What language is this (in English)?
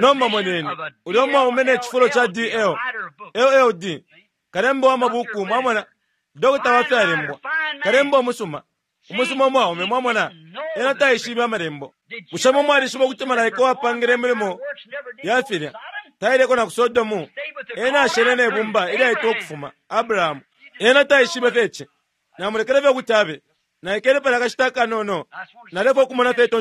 Bemba